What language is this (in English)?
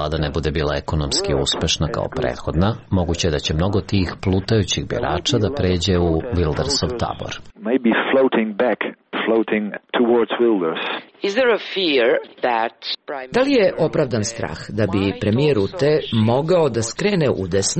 Serbian